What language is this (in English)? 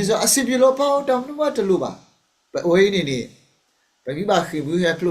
S'gaw Karen